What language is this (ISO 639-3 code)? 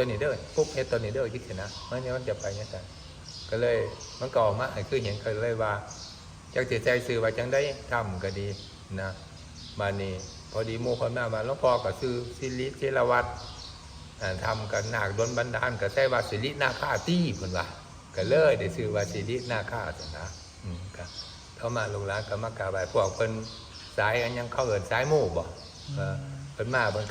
tts